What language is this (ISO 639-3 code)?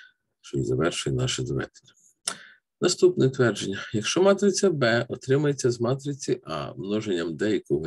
ukr